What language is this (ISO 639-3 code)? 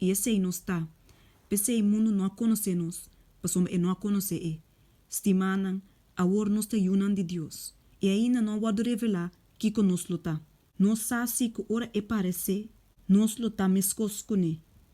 pap